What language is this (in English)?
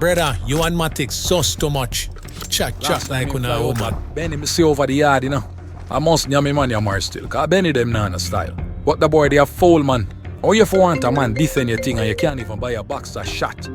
Jamaican Creole English